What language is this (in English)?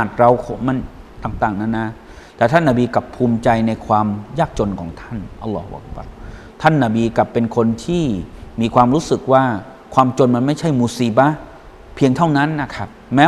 Thai